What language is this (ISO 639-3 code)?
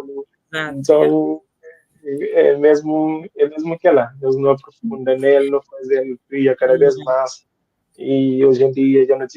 kea